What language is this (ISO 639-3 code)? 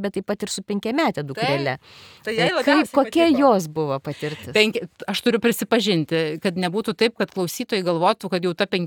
lit